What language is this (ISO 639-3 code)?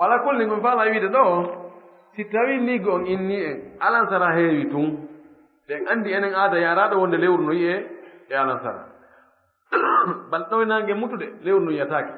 ful